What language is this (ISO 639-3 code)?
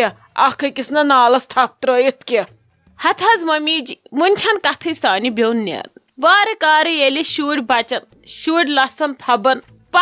kas